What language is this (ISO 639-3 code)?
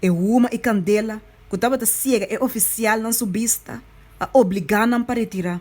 pap